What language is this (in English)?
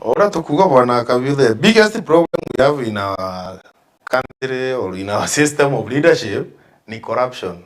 Meru